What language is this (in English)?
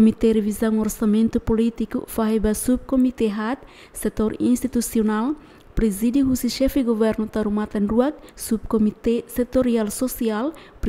Tetum